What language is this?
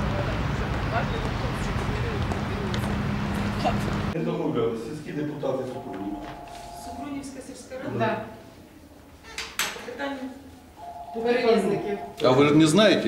Ukrainian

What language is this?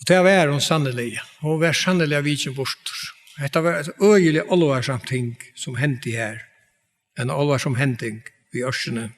Faroese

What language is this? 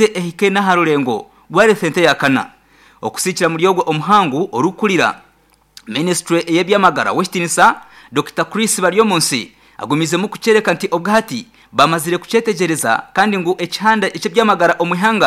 Nyankole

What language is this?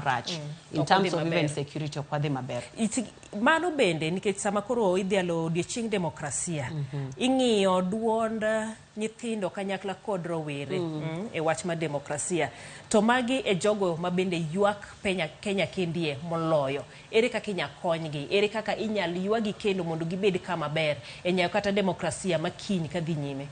Luo (Kenya and Tanzania)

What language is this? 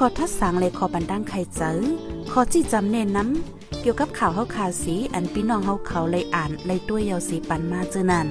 Shan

